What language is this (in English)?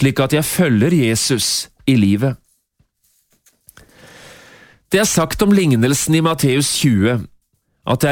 Norwegian